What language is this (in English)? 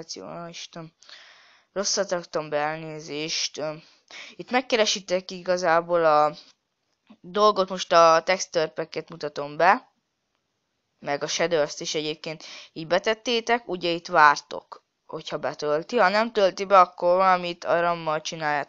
Hungarian